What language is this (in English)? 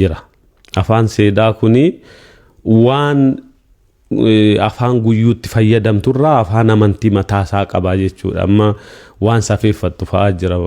Oromo